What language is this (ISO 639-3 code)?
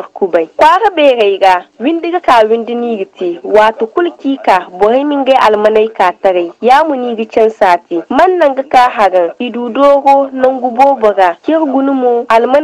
dje